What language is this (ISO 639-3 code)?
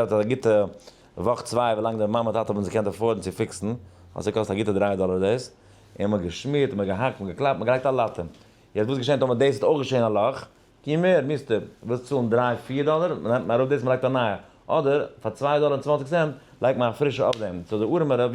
yid